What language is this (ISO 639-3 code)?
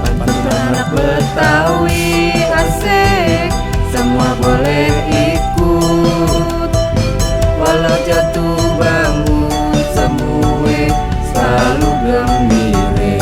bew